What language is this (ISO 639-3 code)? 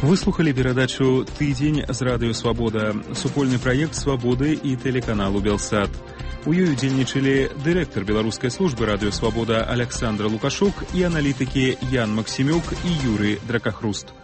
bel